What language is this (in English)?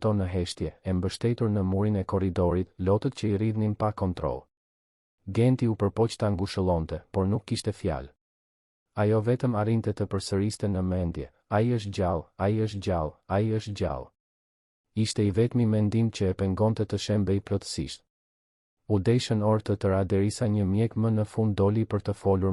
Albanian